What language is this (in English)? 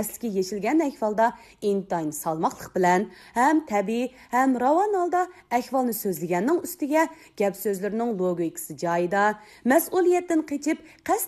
Uyghur